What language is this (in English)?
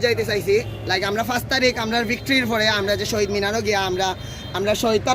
Sylheti